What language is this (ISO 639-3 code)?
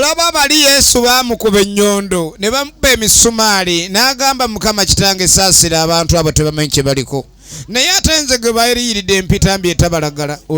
lug